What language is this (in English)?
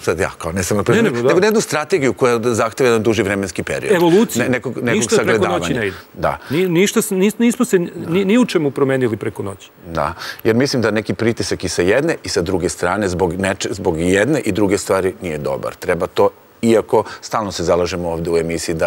Serbian